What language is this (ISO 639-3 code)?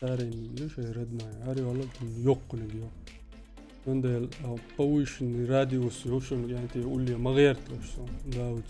che